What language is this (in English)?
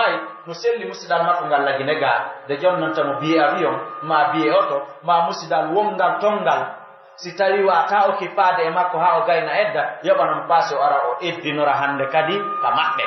Pular